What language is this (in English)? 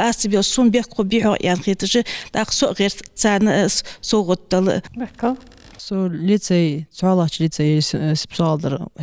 Ingush